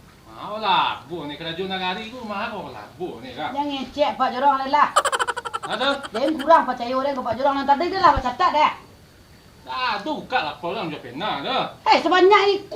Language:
Minangkabau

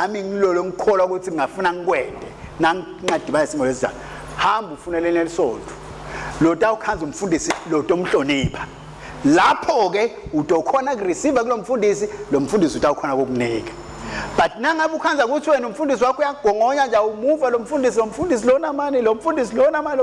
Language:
Swati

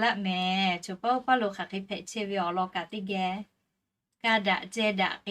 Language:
Lahu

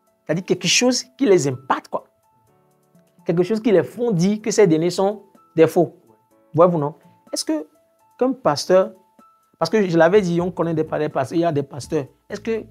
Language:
French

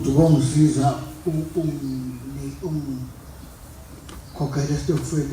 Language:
Zulu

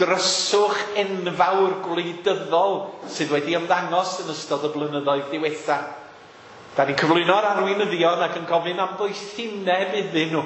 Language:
Welsh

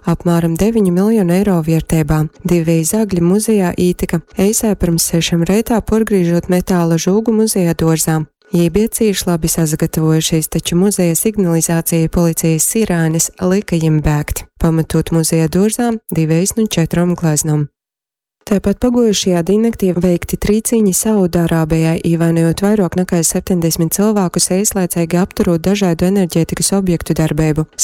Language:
Latgalian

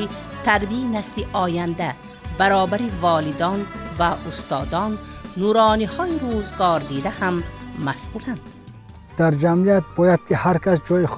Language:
Tajik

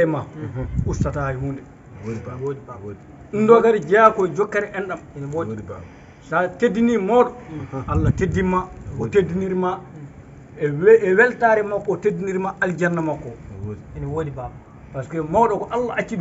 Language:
Fula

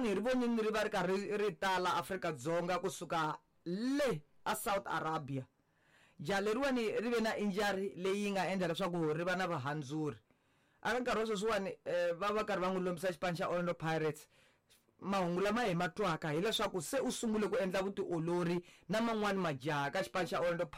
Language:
Tsonga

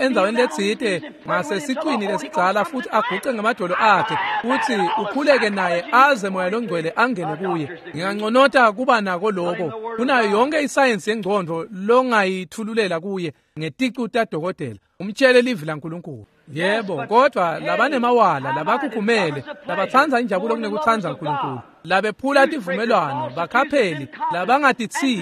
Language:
Swati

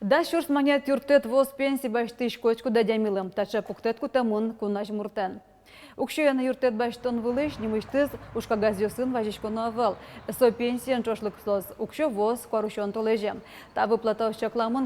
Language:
Udmurt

